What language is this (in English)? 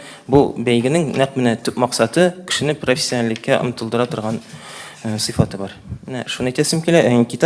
Tatar